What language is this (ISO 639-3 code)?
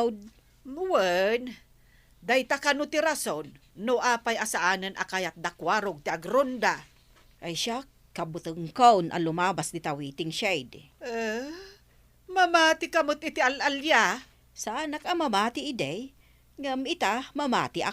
ilo